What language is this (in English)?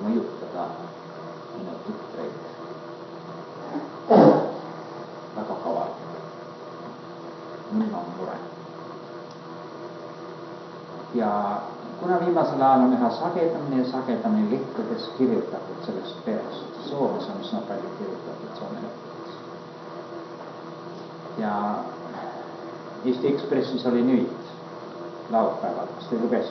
Estonian